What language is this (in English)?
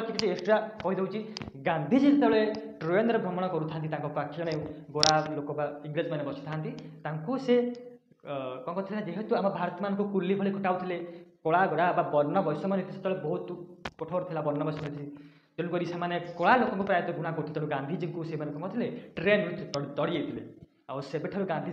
Odia